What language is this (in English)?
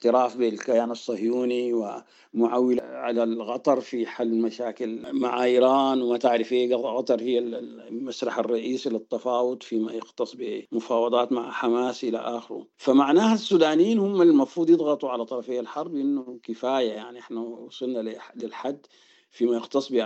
Sudanese Arabic